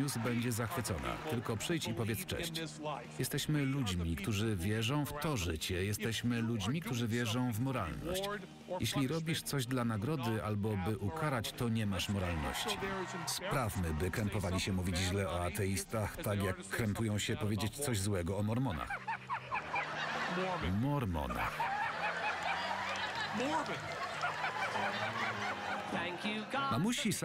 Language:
Polish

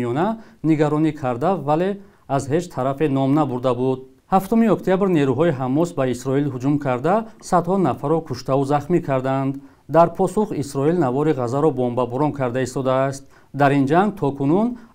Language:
Tajik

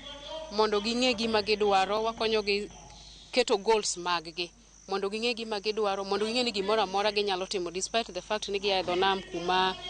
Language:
Luo (Kenya and Tanzania)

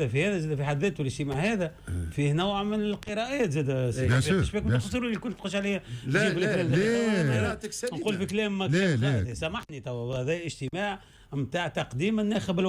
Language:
Tunisian Arabic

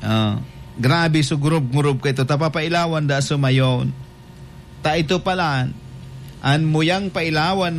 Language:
Bikol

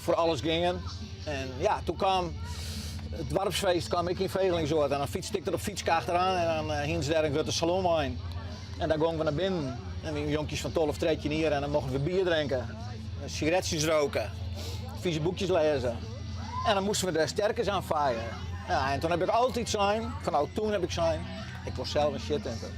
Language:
Western Frisian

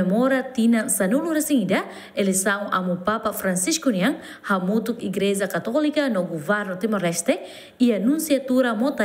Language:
Tetum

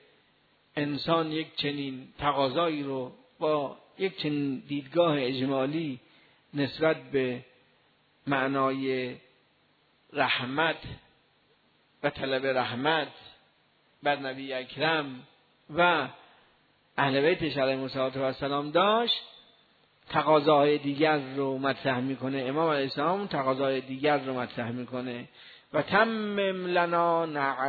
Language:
Persian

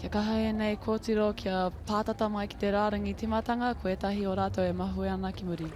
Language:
Māori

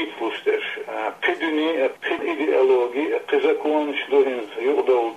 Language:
Chechen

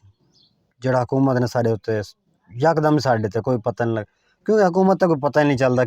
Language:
Saraiki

